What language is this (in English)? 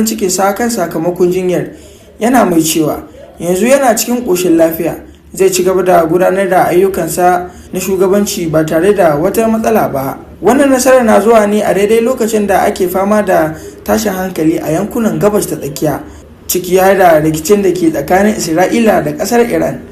Hausa